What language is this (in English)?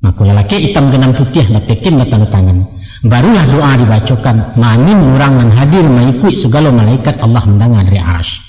Minangkabau